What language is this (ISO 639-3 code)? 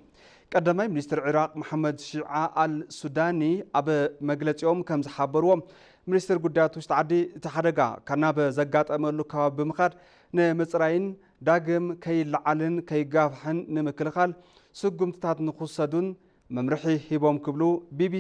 tir